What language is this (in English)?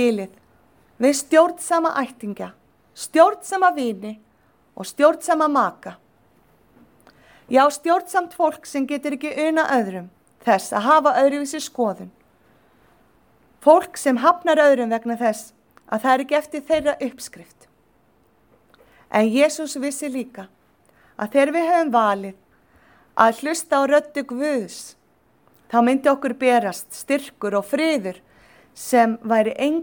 Icelandic